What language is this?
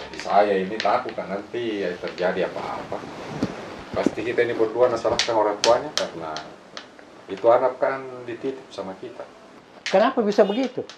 Makassar Malay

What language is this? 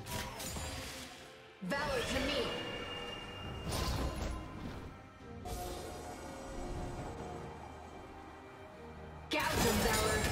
English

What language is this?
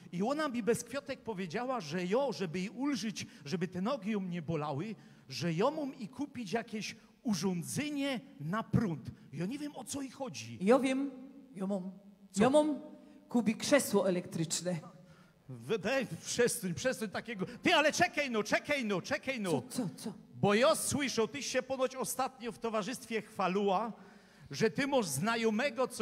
Silesian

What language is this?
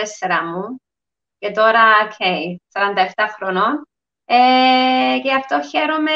Greek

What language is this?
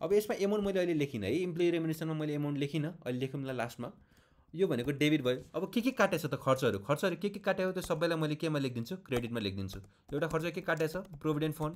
Nepali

